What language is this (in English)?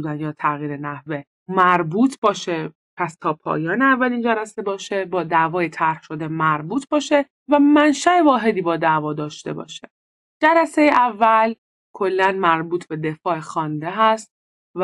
Persian